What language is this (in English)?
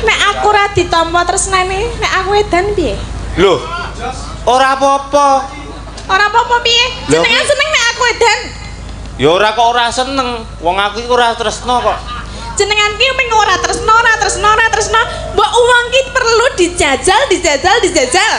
Javanese